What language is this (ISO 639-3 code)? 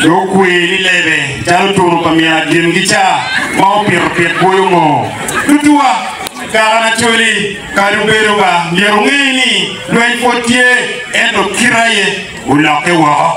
ach